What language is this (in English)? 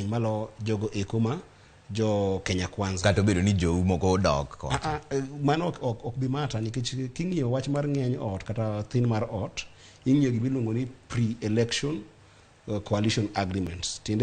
Luo (Kenya and Tanzania)